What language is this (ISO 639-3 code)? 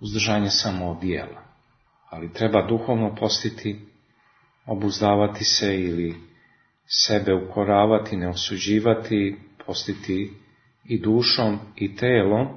srp